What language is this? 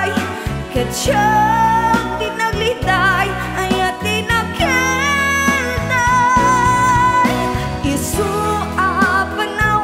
Iloko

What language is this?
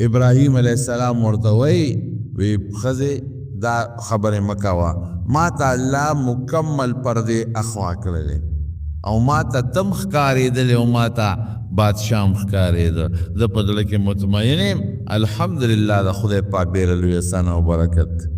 Pashto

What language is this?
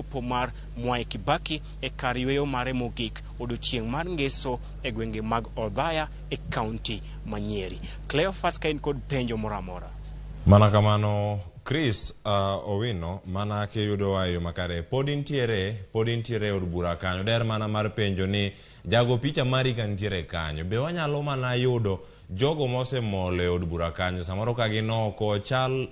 Luo (Kenya and Tanzania)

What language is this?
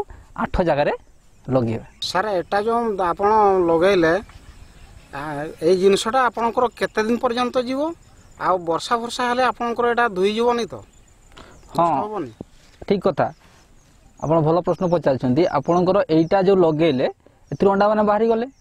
Odia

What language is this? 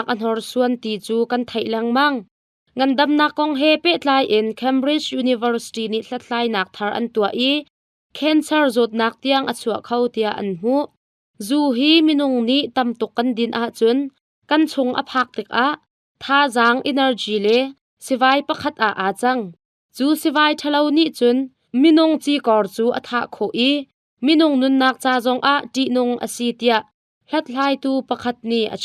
Hakha Chin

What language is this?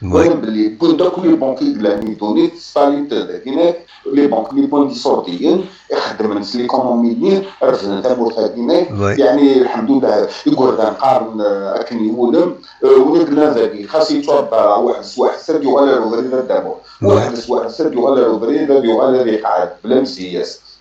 Kabyle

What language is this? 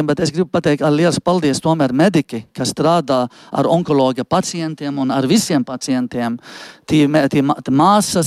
Latvian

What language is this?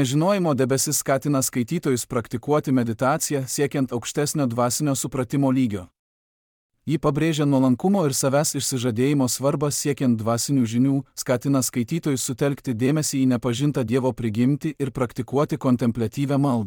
Lithuanian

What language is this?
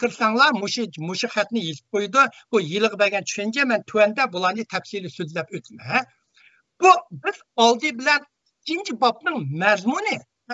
Uyghur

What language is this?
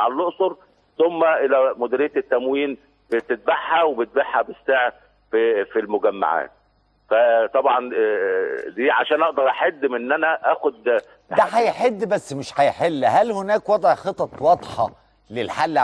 Egyptian Arabic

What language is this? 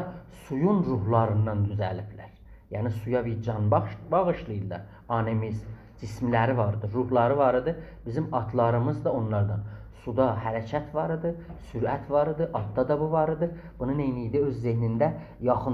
South Azerbaijani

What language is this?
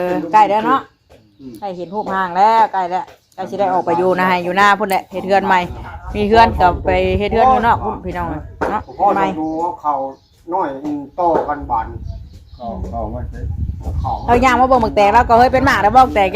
Northeastern Thai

